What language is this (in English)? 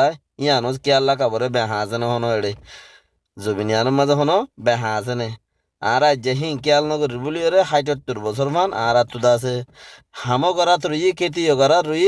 Rohingya